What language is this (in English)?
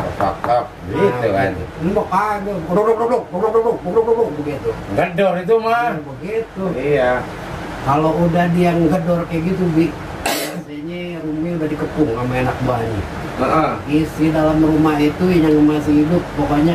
Betawi